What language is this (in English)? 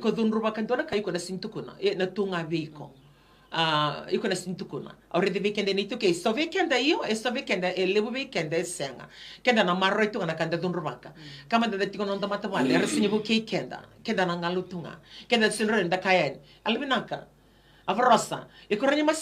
Fijian